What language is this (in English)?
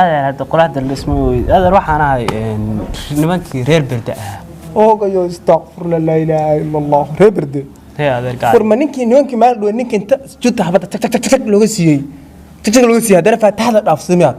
Somali